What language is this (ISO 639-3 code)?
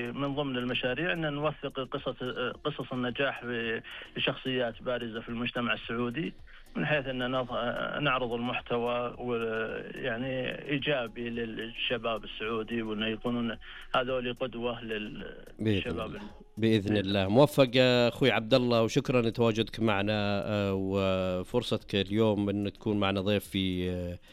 ars